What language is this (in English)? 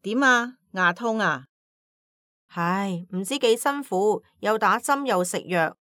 Cantonese